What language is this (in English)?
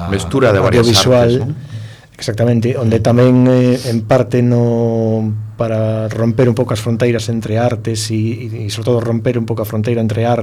Galician